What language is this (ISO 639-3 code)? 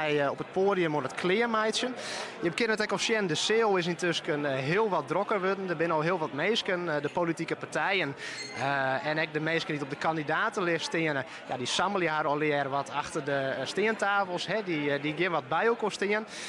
fry